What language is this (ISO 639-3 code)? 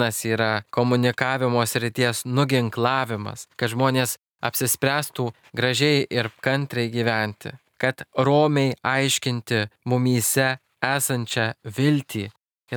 lit